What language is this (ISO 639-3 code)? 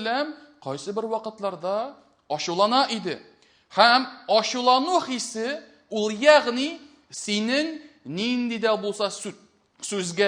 tat